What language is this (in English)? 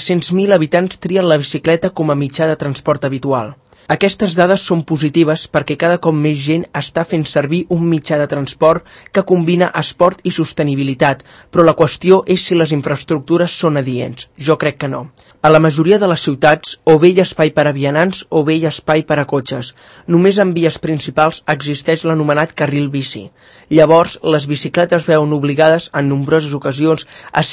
Catalan